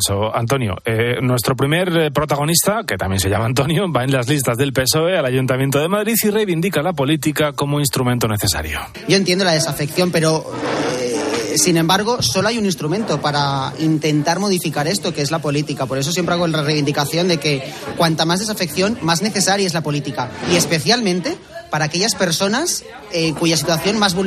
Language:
Spanish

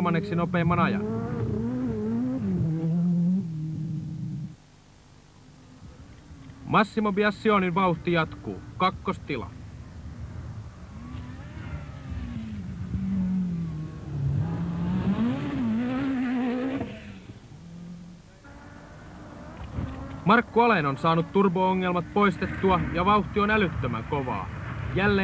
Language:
Finnish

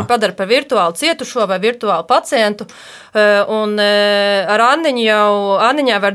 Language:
Latvian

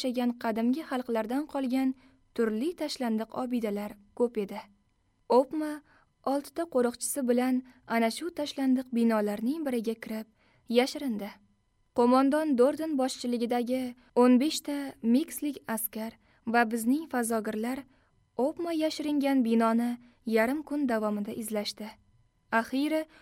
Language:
Uzbek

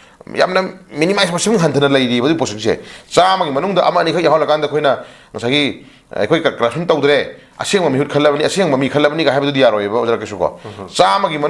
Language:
Manipuri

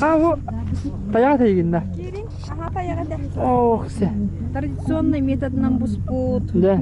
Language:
Yakut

